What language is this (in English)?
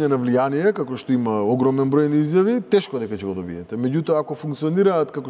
Macedonian